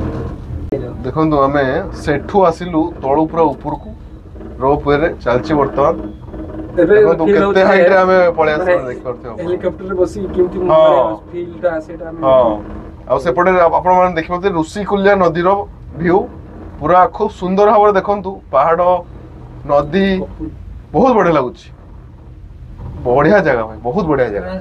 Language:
Odia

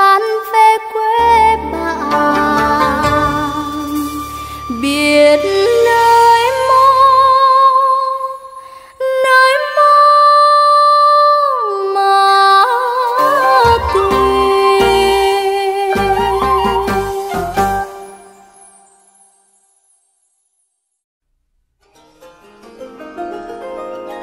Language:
Vietnamese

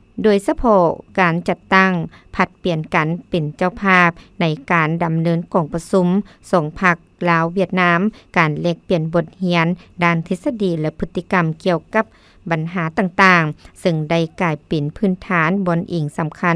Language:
Lao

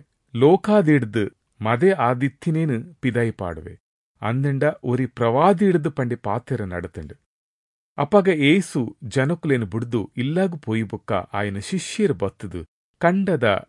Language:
Tulu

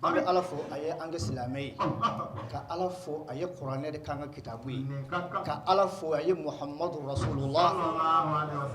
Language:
Bambara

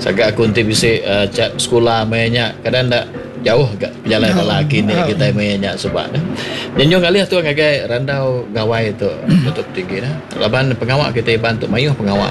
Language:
Iban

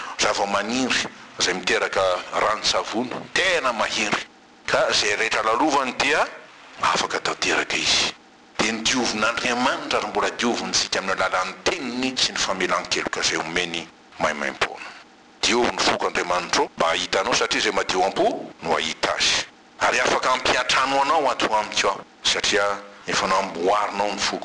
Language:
Malagasy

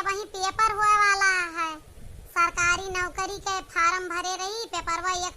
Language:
Awadhi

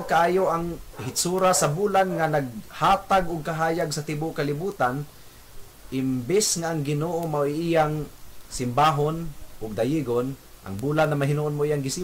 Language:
Cebuano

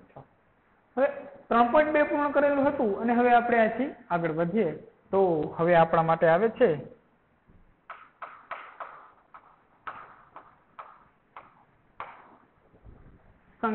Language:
Gujarati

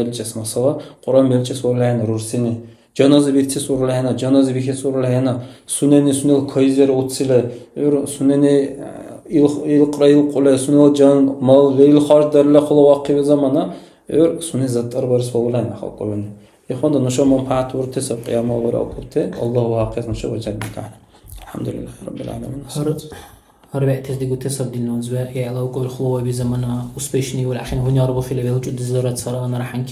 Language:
Dargwa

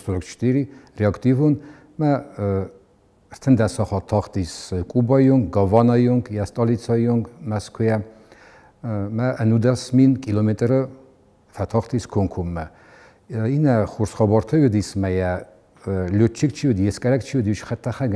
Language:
Ossetic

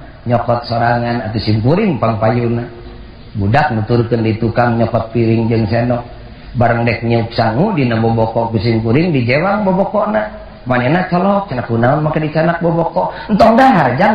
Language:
Sundanese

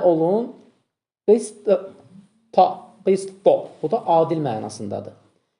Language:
Azerbaijani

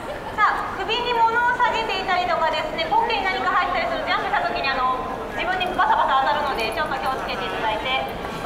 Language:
Japanese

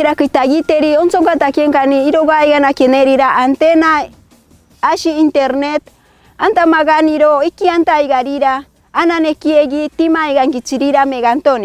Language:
Machiguenga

